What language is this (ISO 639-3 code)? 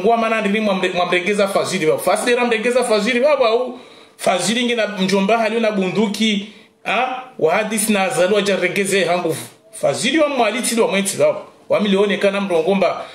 swa